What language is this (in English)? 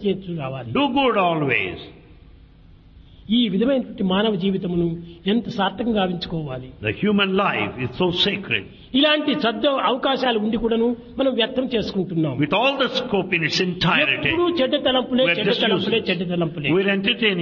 Telugu